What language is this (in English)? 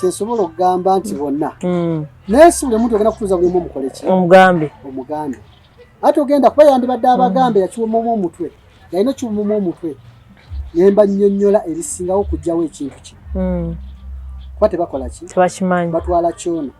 Ganda